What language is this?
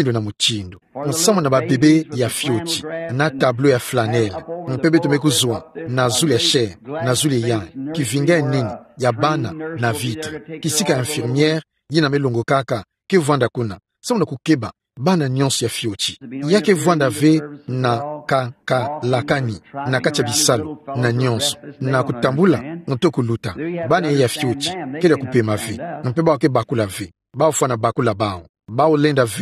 Kituba (Democratic Republic of Congo)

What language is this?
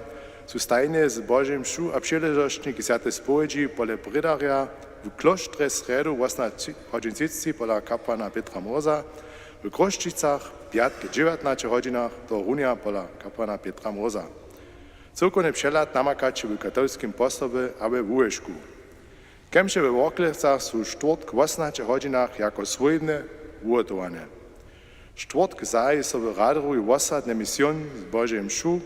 Upper Sorbian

